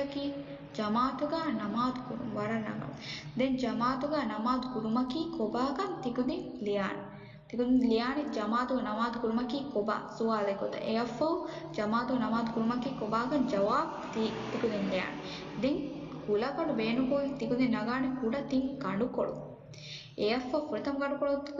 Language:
Divehi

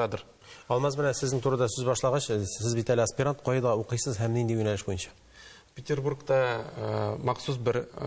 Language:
Tatar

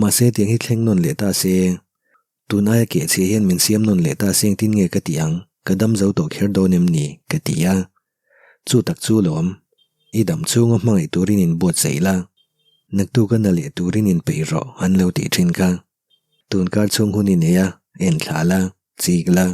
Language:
Mizo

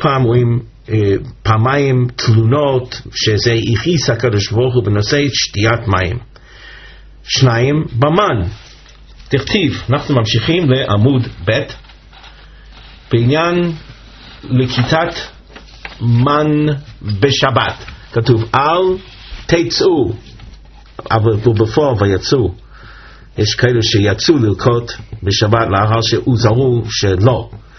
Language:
Hebrew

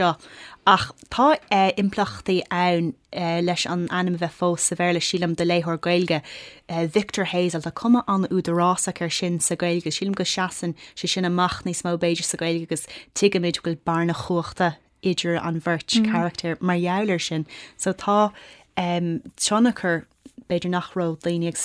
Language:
Irish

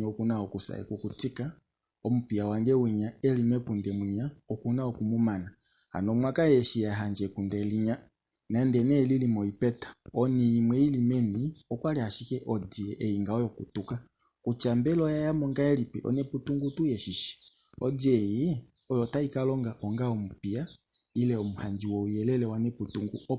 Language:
Kuanyama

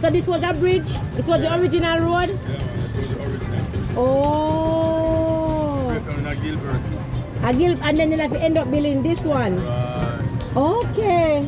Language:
Jamaican Creole English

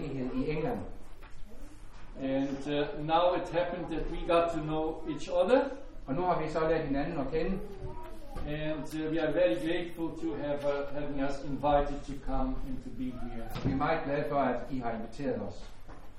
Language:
Danish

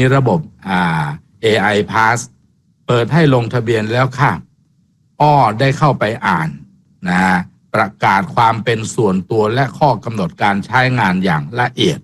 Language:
Thai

